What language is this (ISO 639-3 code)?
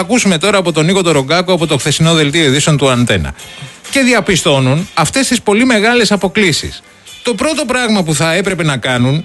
ell